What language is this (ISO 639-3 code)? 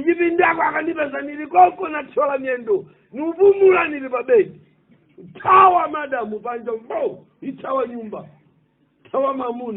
nya